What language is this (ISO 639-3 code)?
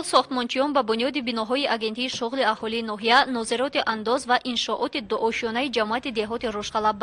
tgk